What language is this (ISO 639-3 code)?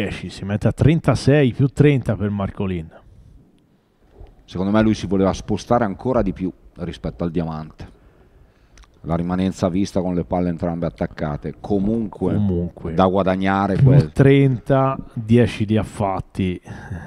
ita